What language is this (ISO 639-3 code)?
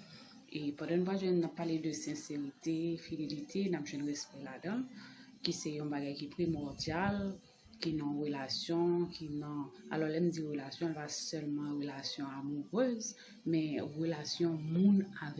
hat